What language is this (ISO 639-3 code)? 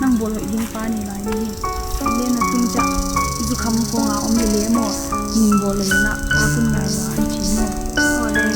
pck